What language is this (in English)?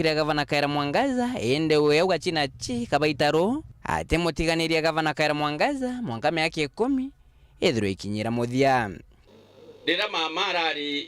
Meru